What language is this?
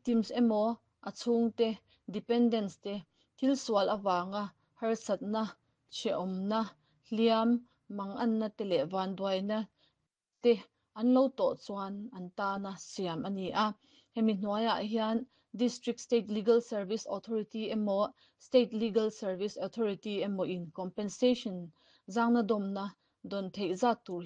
Mizo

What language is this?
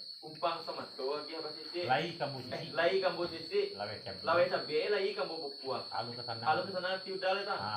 Minangkabau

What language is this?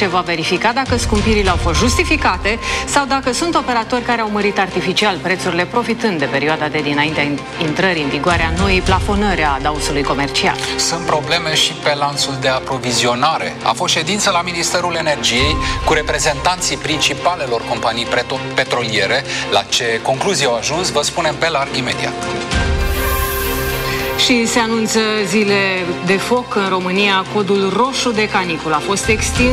Romanian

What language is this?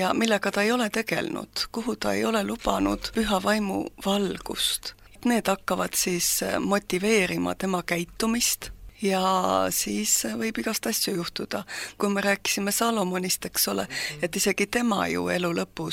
Estonian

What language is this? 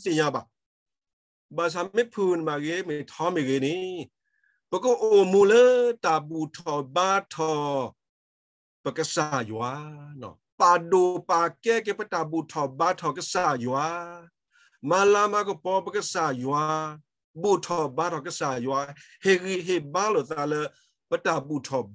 S'gaw Karen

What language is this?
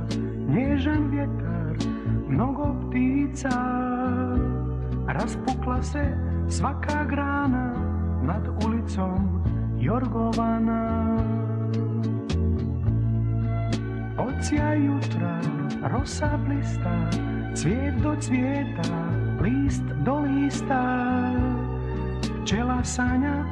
Serbian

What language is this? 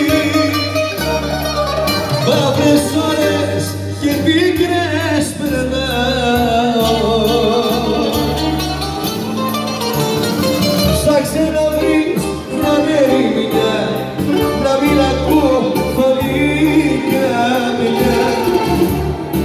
Greek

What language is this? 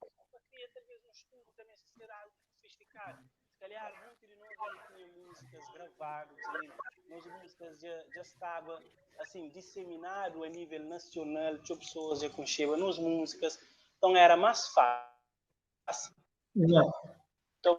Kabuverdianu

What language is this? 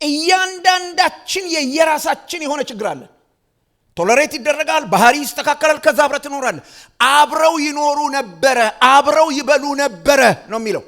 Amharic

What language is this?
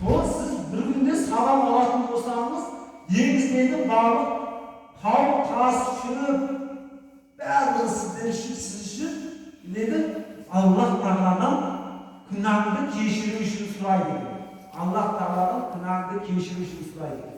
Kazakh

